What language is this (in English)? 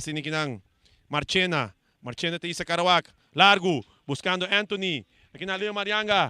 Papiamento